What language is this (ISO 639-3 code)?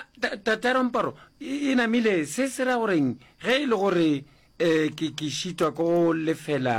nso